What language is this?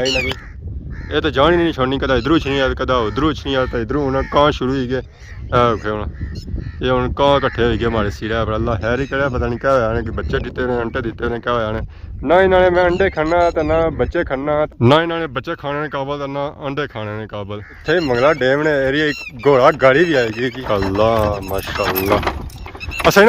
Pahari-Potwari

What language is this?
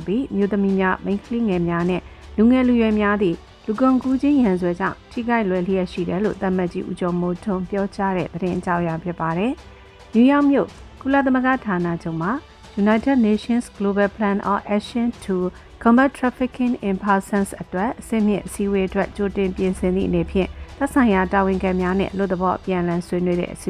Burmese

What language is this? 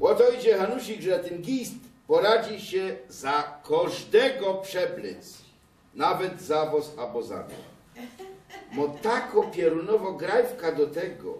Silesian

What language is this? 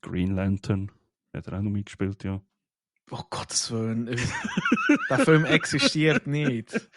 Swiss German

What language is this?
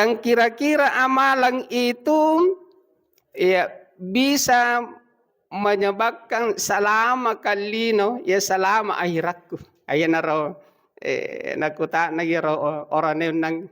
Buginese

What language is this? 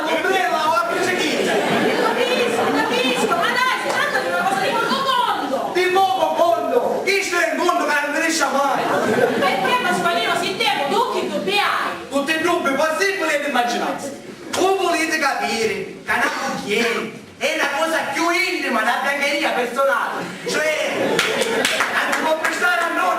Sicilian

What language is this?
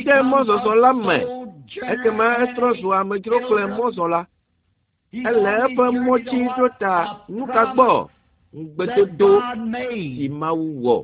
Ewe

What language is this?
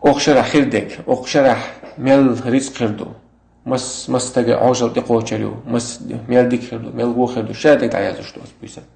Chechen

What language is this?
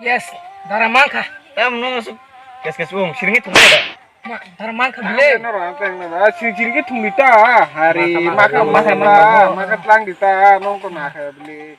Kok Borok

